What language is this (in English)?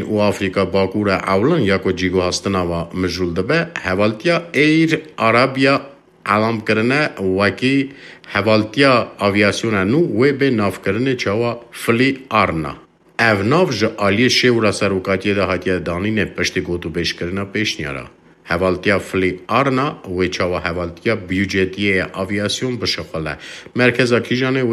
Kurdish